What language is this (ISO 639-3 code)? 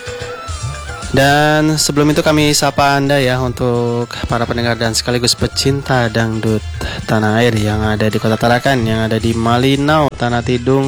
ind